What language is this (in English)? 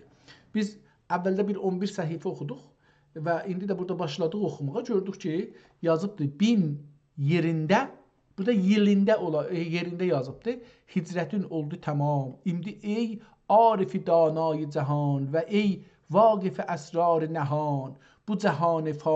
South Azerbaijani